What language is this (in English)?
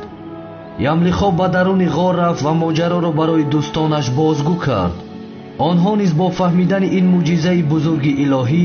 Tajik